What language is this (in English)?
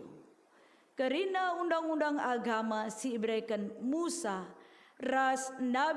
Batak Karo